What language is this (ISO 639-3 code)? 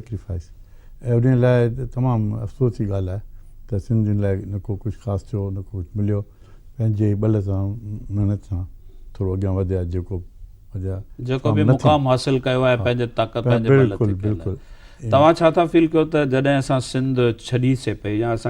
snd